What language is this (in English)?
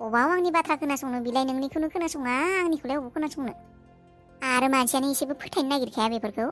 Bodo